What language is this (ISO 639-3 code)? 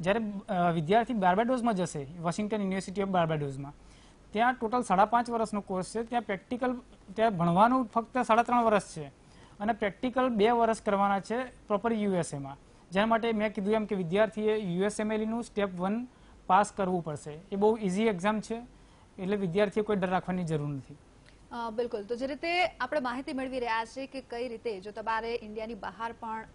guj